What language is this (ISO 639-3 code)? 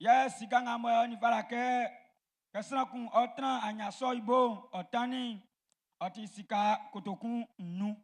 bci